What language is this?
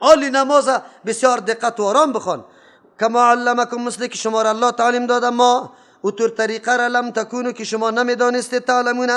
Persian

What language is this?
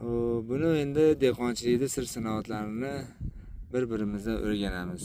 Uzbek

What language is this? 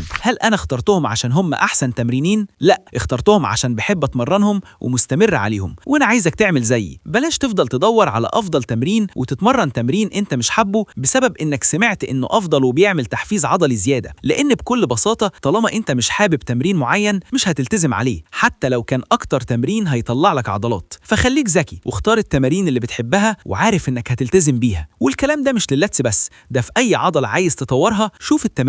Egyptian Arabic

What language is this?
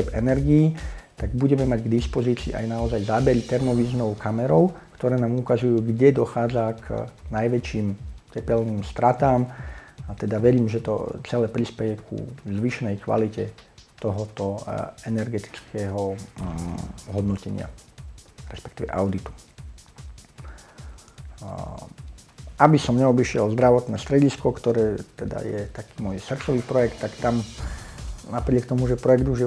Slovak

